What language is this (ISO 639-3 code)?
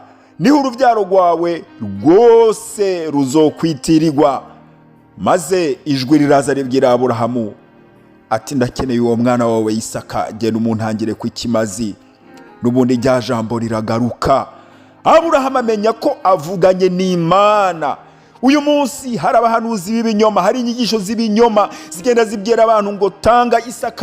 run